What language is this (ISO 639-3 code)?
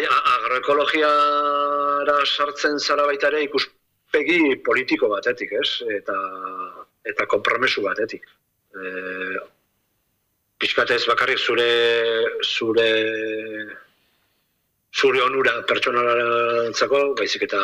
eus